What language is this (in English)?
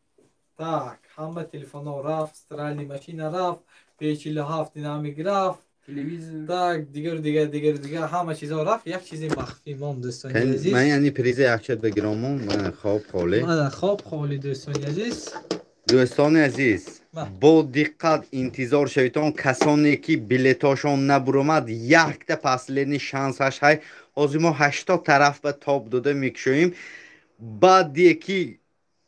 Tajik